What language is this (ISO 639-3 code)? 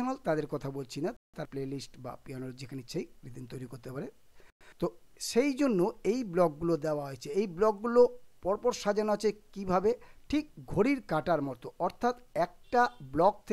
ben